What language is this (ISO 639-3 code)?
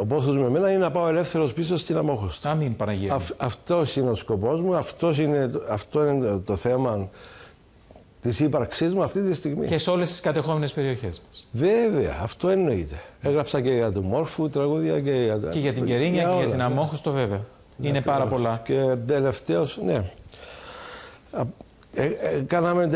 ell